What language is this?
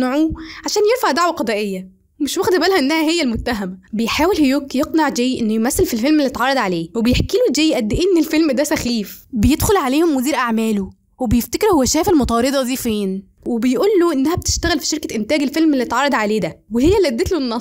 Egyptian Arabic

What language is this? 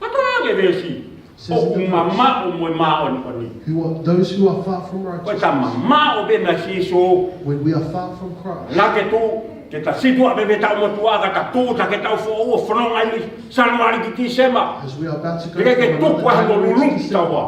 Tongan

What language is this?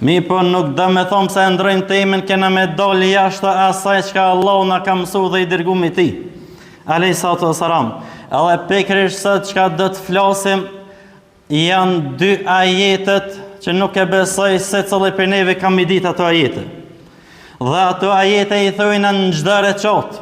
Albanian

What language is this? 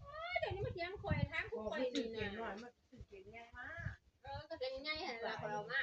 Northeastern Thai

